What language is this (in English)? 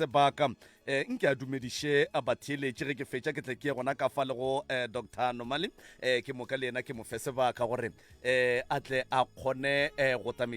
Northern Sotho